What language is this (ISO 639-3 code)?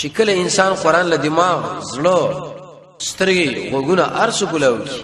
pus